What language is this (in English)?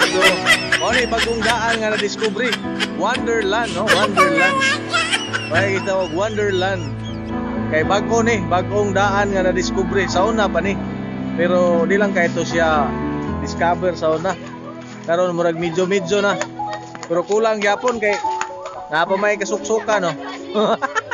Cebuano